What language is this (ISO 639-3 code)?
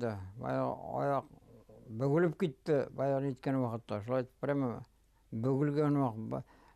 bak